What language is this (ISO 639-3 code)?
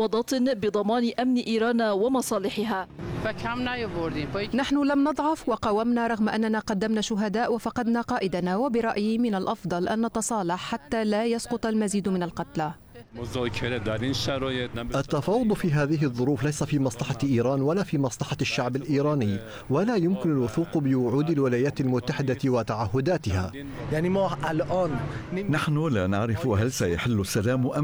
ara